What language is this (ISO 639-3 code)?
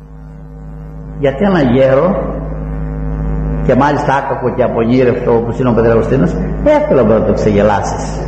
ell